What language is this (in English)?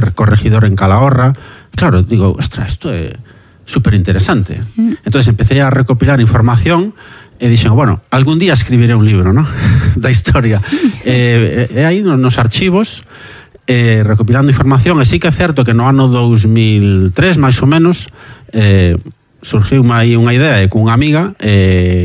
Galician